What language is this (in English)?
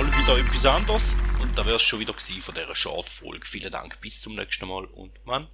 Swiss German